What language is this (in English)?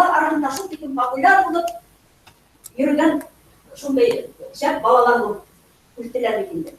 Bashkir